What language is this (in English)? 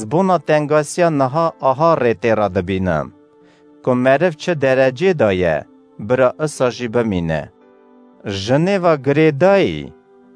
Kurdish